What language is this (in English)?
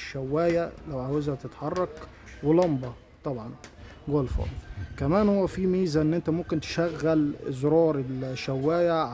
Egyptian Arabic